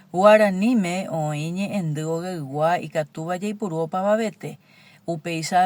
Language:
Guarani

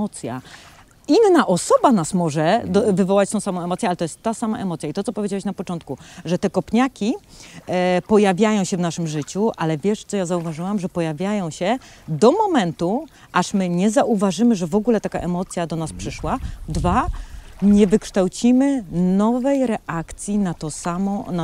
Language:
Polish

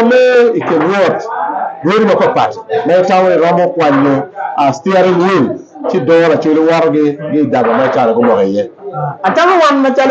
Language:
Acoli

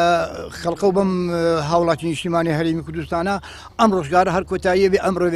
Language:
Central Kurdish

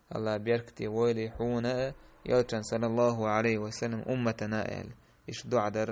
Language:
Chechen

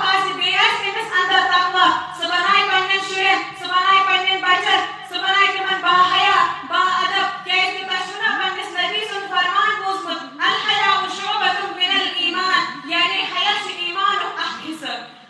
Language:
Kashmiri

